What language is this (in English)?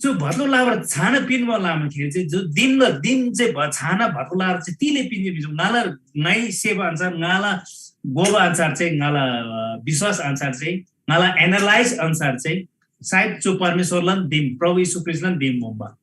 Eastern Tamang